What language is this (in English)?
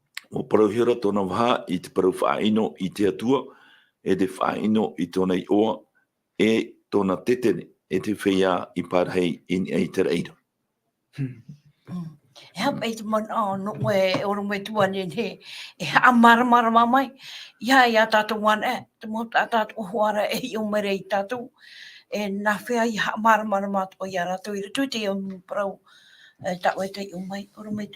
Tahitian